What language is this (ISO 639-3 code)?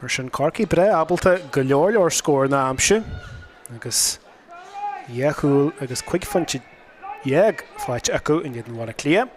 gle